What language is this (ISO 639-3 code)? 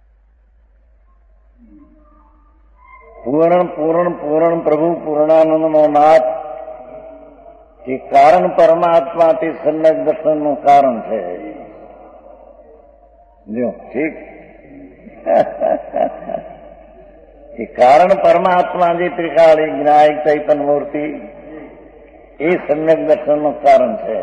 guj